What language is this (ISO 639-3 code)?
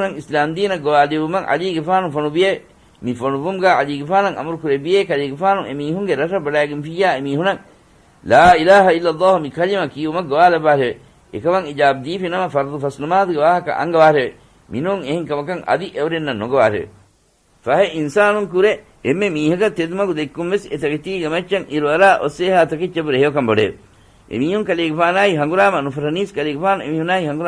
div